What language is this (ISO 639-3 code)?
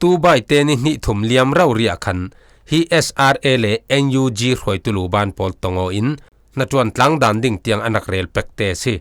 cfm